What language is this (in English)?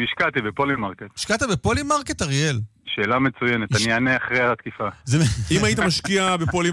Hebrew